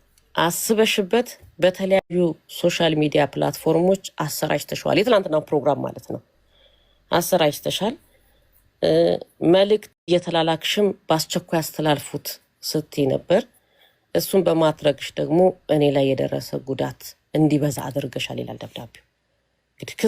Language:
Amharic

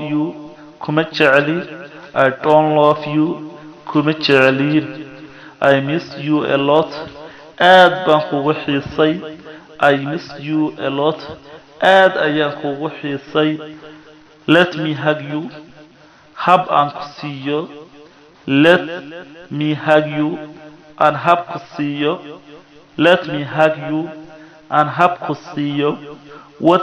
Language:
Somali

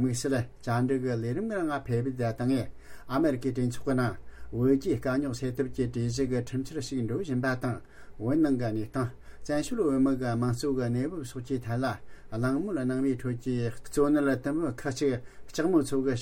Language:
Tibetan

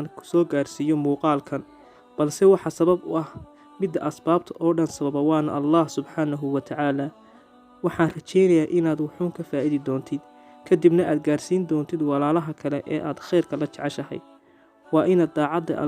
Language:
Somali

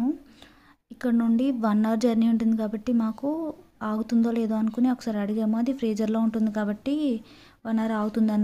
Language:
Telugu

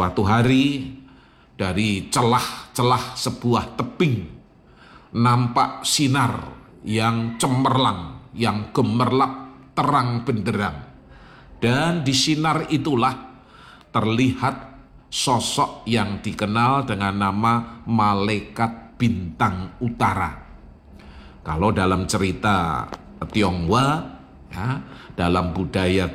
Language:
Indonesian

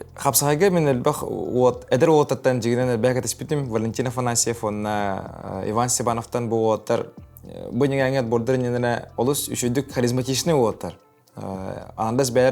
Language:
Yakut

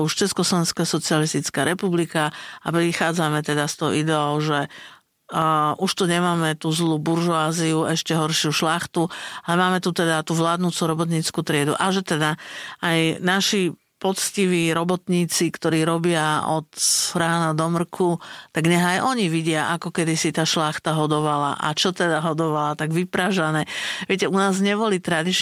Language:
Slovak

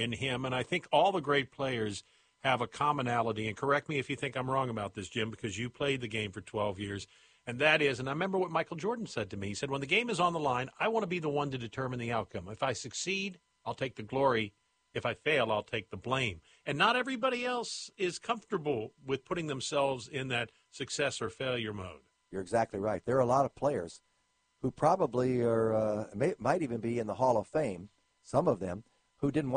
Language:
English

